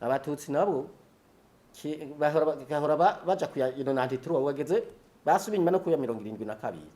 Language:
Rundi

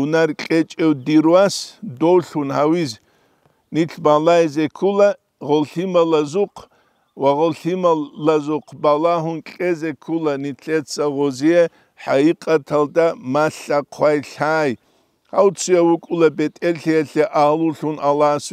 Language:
Avaric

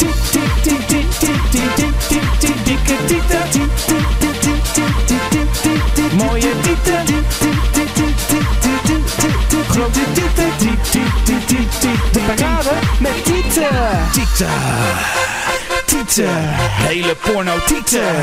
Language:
Dutch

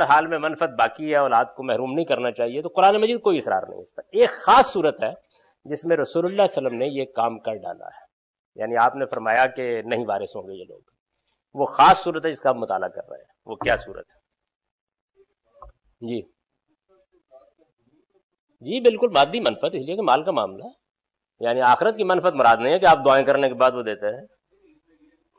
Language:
Urdu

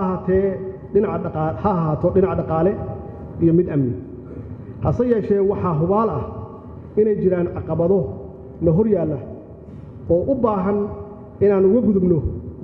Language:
Somali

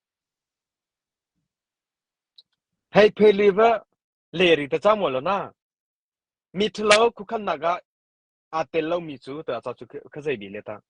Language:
Mara Chin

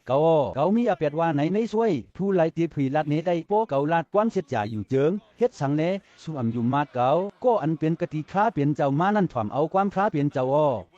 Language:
Shan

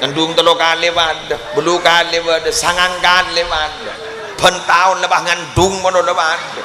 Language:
Madurese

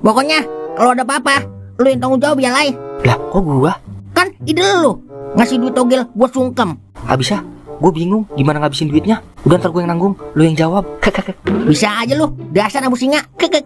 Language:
Betawi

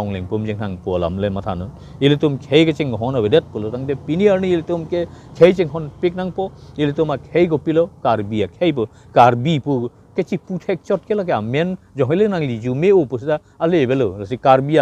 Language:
Karbi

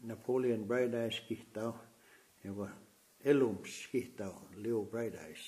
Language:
Plains Cree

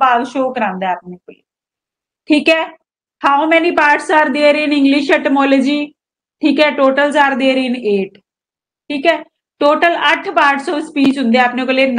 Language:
Punjabi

